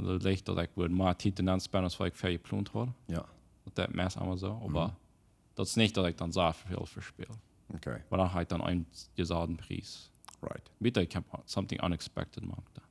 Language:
Plautdietsch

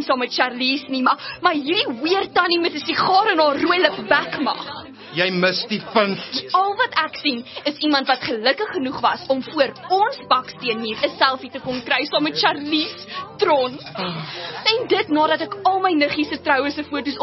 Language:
Afrikaans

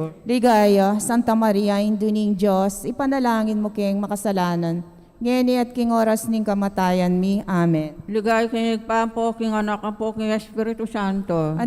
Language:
Pampanga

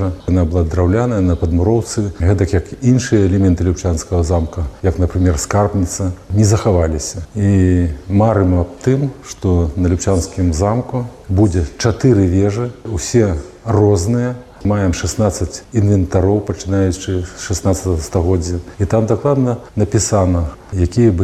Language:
Belarusian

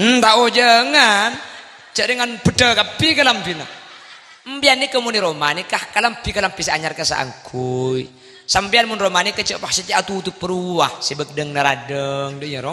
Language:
Madurese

